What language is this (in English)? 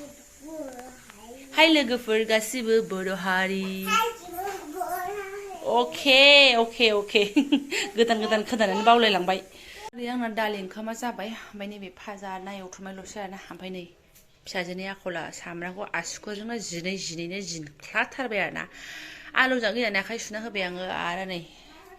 Bodo